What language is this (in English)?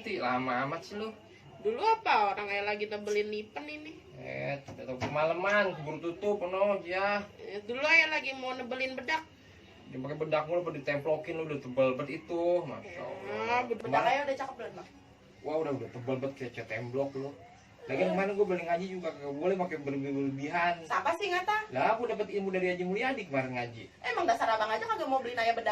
Betawi